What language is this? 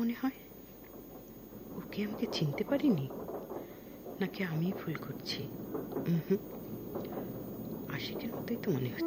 Bangla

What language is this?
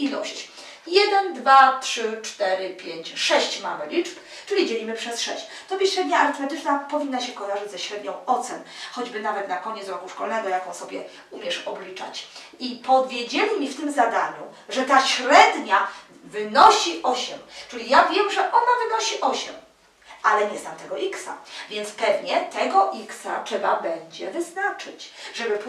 Polish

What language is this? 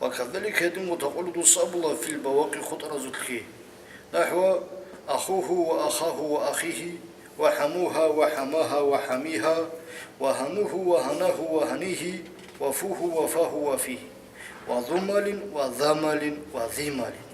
Avaric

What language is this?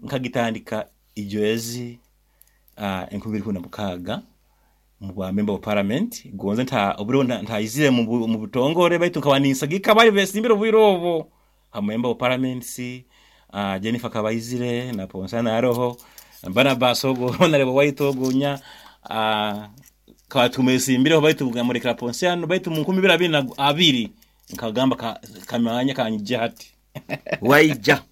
Nyoro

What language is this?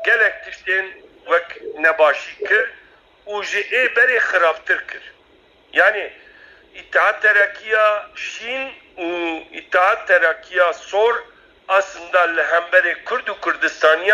Kurdish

